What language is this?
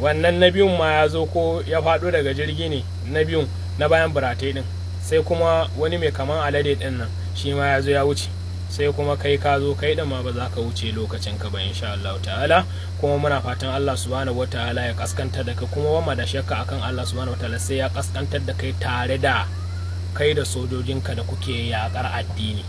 Hausa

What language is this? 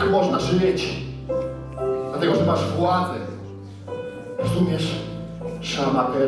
Polish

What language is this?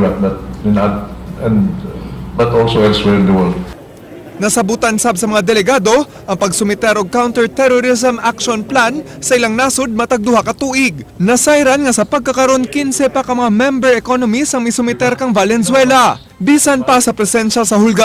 Cebuano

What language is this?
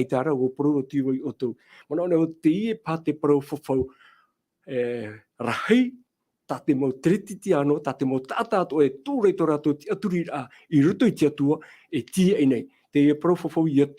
Tahitian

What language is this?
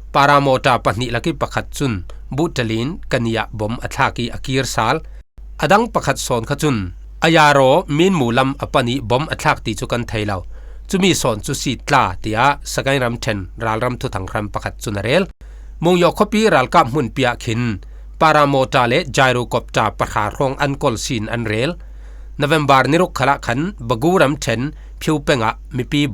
Falam Chin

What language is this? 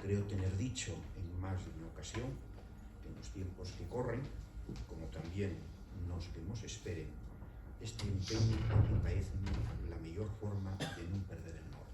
Asturian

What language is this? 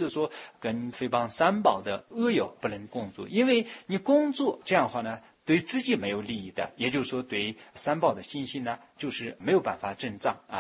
Chinese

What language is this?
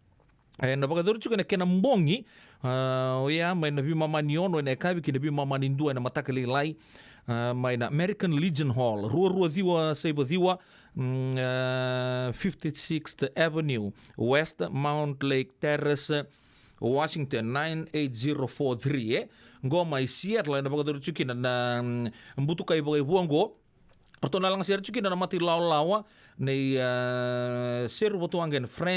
Fijian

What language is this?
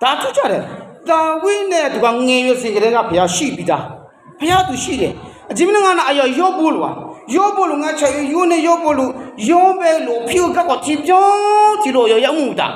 Akha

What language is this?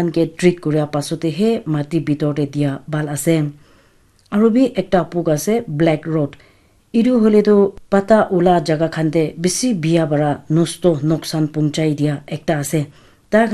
Naga Pidgin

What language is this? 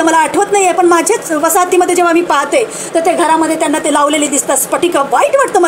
Marathi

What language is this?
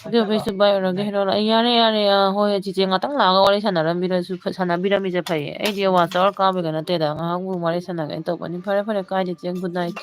Manipuri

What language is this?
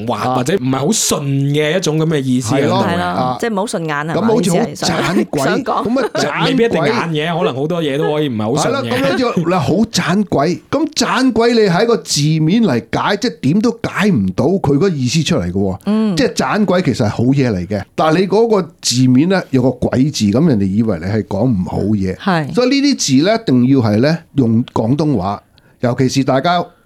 Cantonese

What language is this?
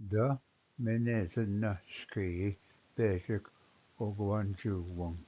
Ojibwa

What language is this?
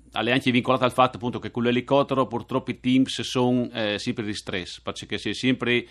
Friulian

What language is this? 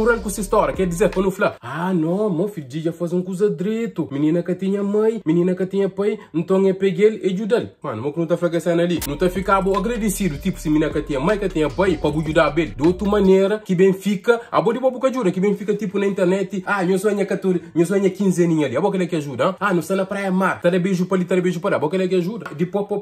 Kabuverdianu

